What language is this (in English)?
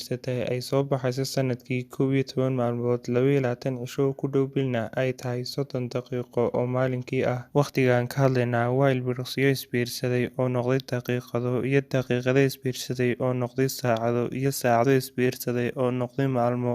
Somali